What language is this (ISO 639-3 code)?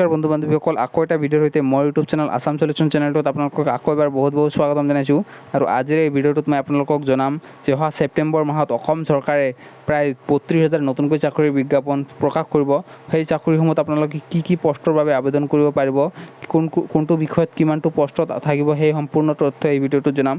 asm